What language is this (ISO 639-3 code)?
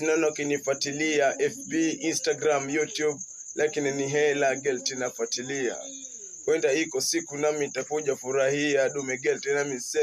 swa